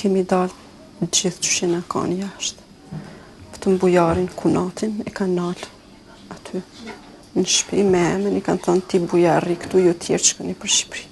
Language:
Albanian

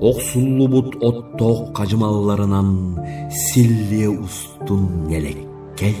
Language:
Yakut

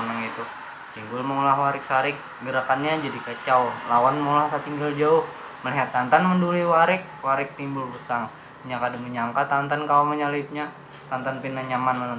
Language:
Banjar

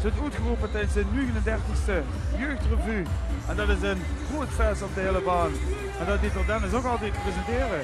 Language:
Limburgish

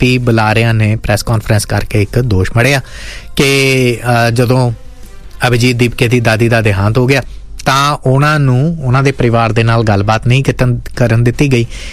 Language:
Punjabi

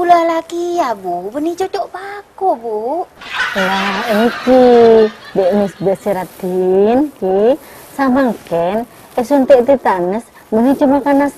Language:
Madurese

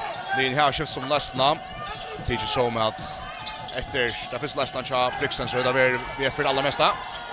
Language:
Faroese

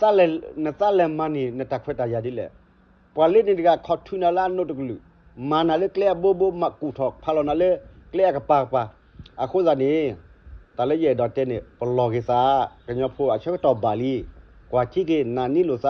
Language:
S'gaw Karen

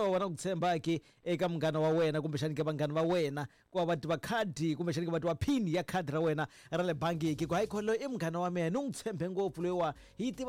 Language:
Tsonga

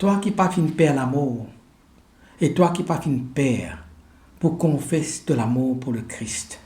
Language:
Morisyen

